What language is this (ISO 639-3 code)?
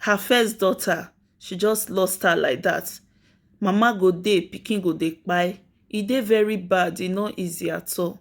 pcm